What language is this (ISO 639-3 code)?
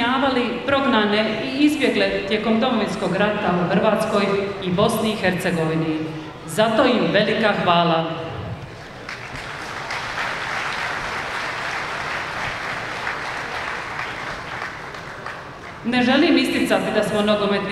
hrv